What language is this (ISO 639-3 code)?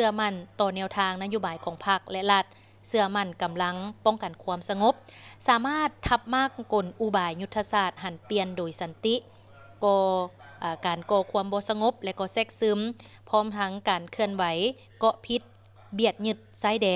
lao